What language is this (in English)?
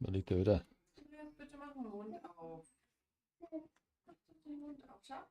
Bavarian